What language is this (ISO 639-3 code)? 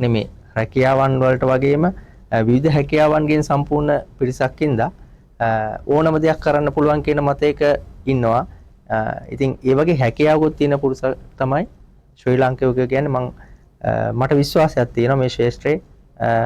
sin